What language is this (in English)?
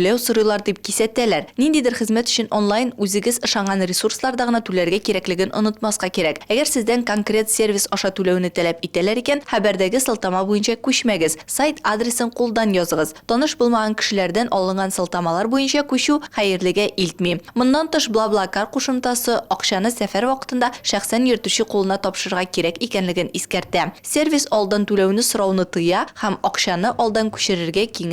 Tatar